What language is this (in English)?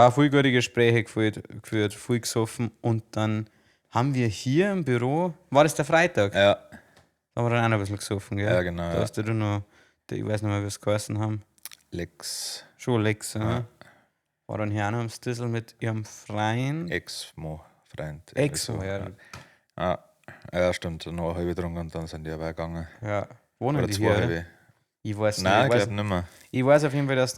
Bavarian